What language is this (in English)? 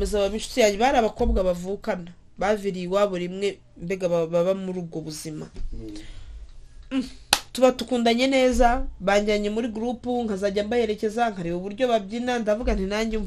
Kinyarwanda